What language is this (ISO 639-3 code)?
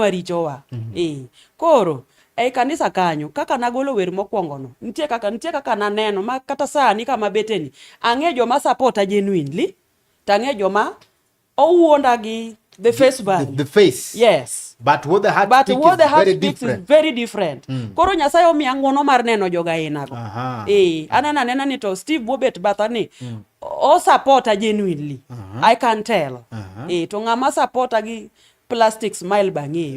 luo